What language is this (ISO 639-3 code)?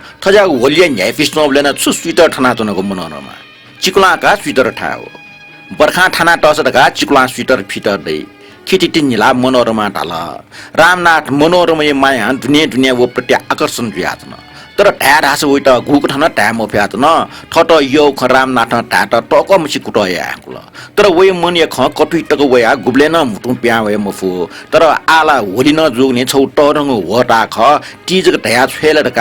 new